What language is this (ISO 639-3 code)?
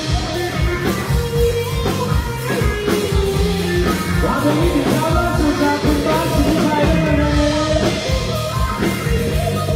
tha